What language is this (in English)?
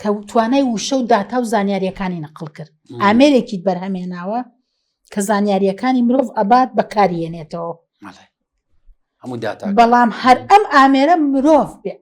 Central Kurdish